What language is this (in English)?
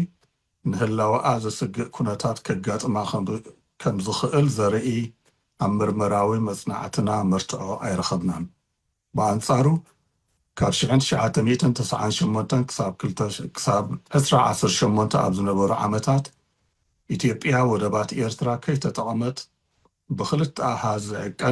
Tigrinya